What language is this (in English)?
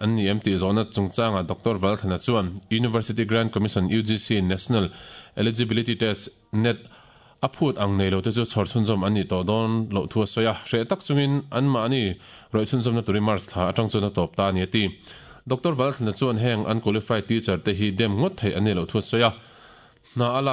Mizo